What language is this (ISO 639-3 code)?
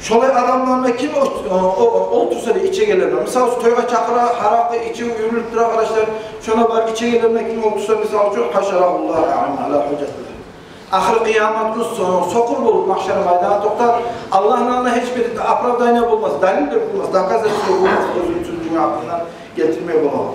kum